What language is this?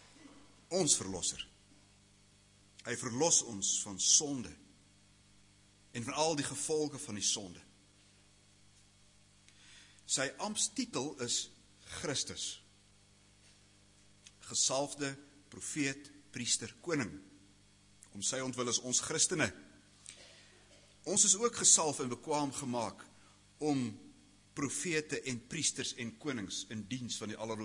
Afrikaans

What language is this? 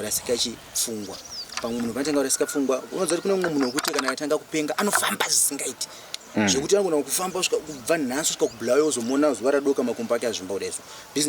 Shona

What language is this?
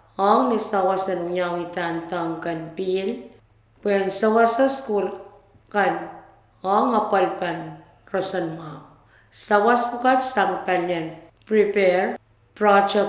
Pohnpeian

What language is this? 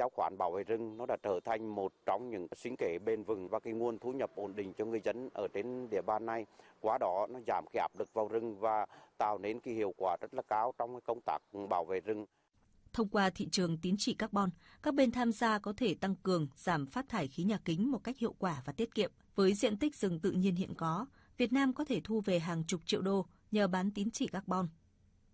Vietnamese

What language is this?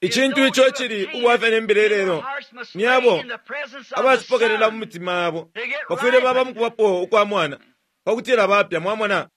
Bemba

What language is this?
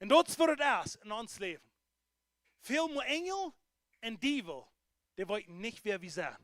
Plautdietsch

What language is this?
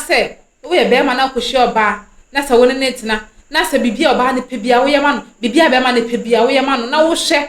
Akan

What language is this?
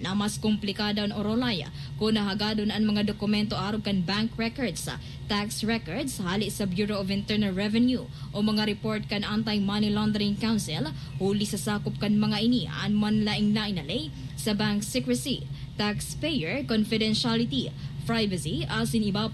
Bikol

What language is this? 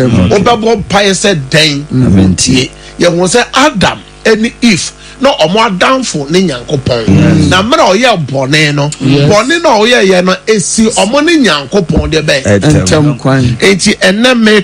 Akan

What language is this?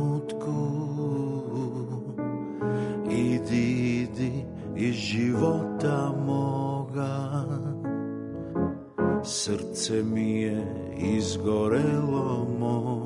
Serbian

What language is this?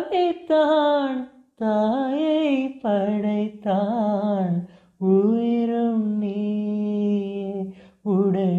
Tamil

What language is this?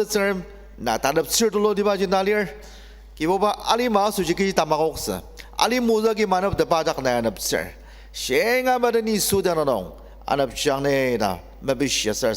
Ao Naga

